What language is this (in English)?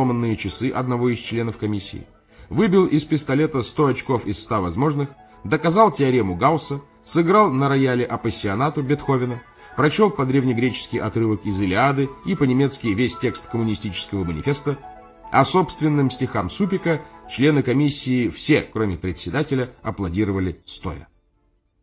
Russian